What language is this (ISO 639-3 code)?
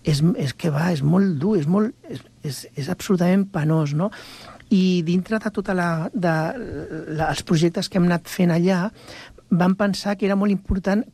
cat